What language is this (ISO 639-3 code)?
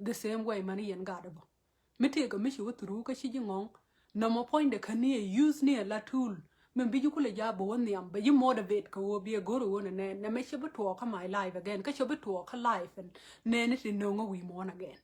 nus